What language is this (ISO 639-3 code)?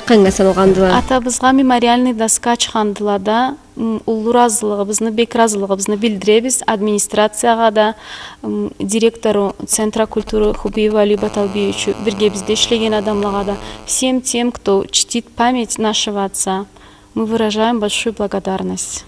krc